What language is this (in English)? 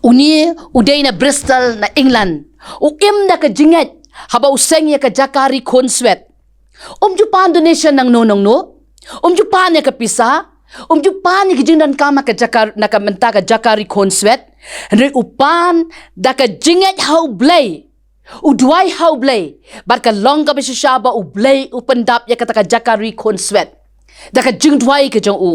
Khasi